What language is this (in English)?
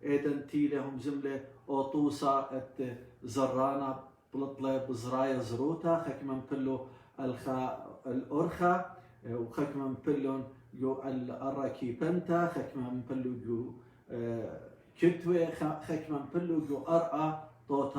Assyrian Neo-Aramaic